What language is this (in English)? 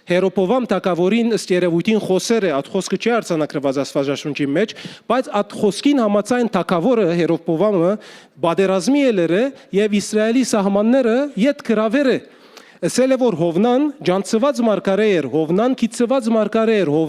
Western Armenian